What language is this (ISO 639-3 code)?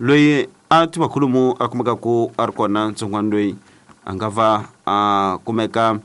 tso